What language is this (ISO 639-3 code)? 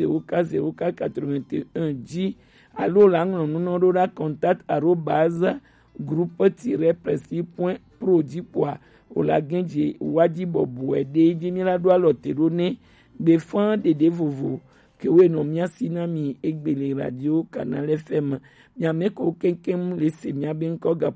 gej